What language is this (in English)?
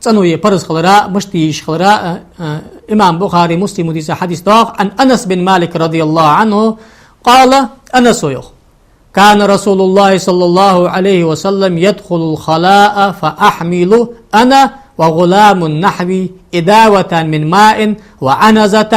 Ingush